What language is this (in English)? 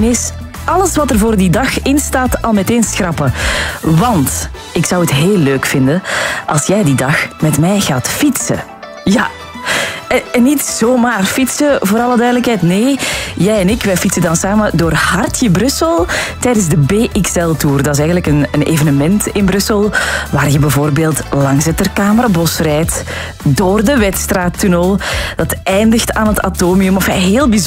Dutch